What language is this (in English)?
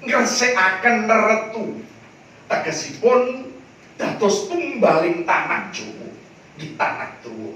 Javanese